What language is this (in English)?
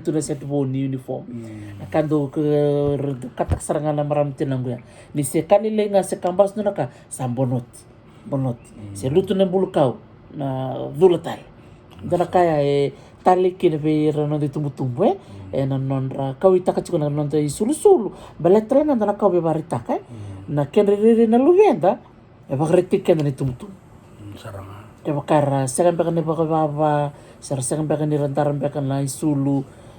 Fijian